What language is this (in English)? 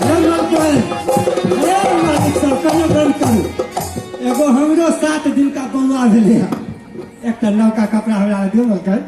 Maithili